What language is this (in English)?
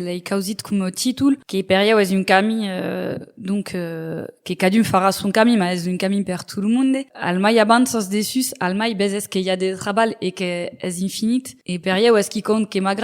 Occitan